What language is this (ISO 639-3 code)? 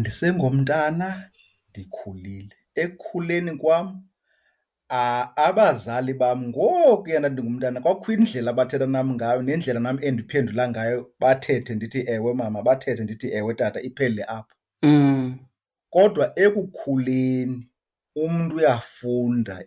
xho